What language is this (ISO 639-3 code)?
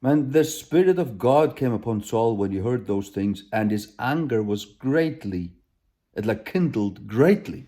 fao